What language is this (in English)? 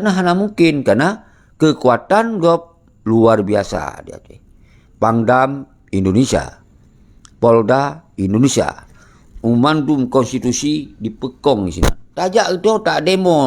Achinese